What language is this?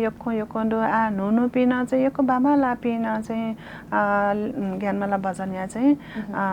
Newari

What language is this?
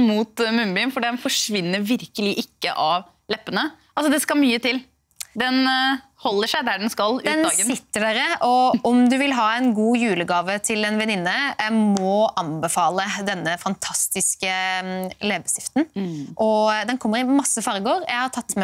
Norwegian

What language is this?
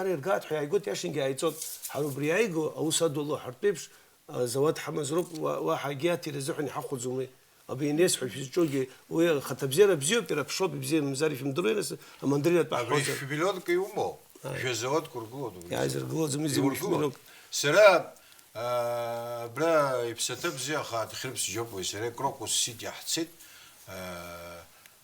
Abkhazian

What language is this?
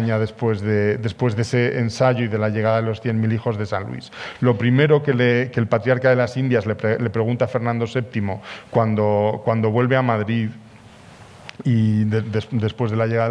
Spanish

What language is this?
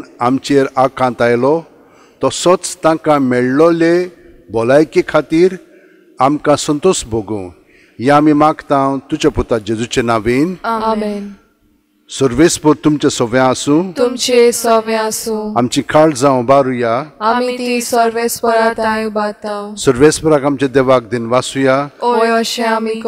Konkani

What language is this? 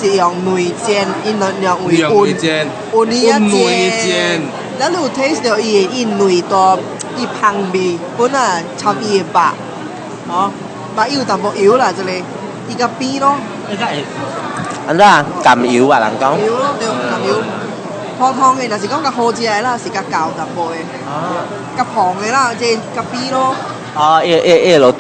Min Nan Chinese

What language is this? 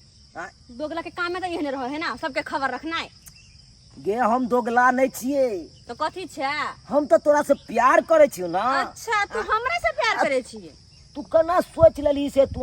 Maithili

